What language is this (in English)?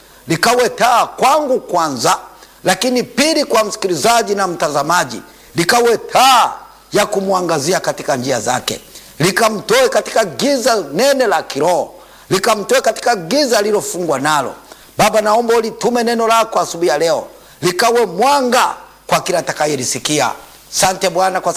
Swahili